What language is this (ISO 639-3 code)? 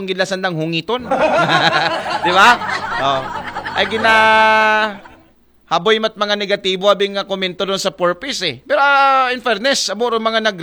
akl